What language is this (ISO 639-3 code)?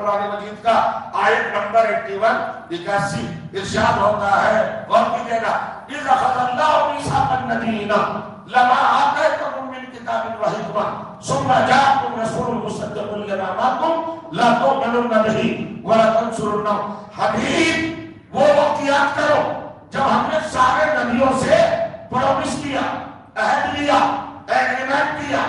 urd